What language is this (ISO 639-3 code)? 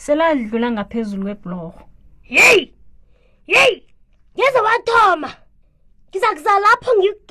nbl